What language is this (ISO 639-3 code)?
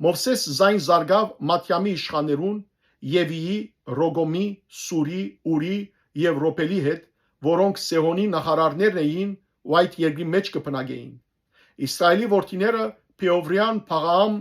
hyw